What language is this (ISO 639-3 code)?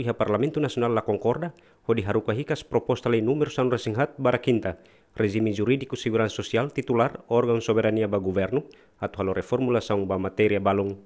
tet